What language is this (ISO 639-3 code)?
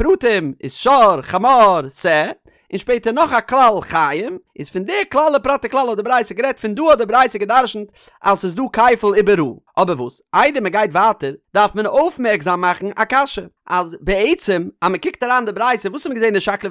yid